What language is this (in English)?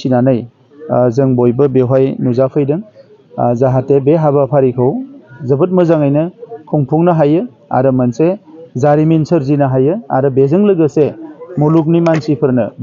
Bodo